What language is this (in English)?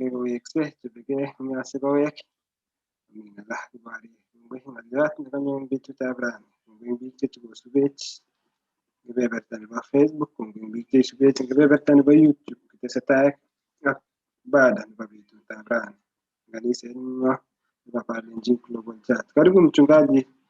Kalenjin